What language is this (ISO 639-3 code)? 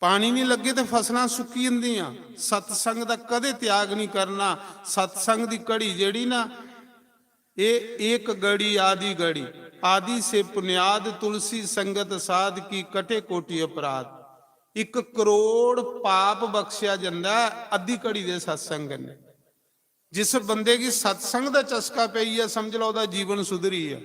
doi